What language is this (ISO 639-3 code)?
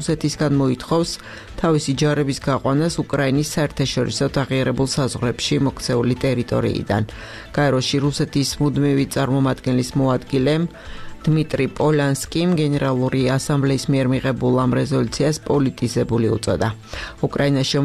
kat